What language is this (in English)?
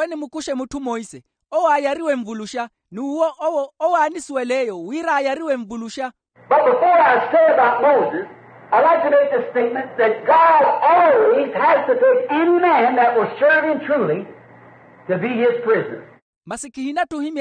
Makhuwa